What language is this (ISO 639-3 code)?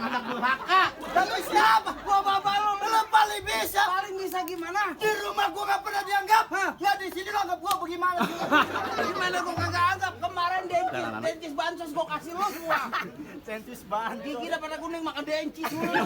bew